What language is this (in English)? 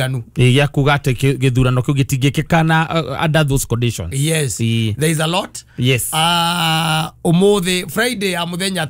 Kikuyu